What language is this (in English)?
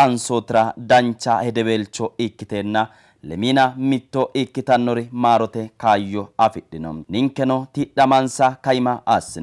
Sidamo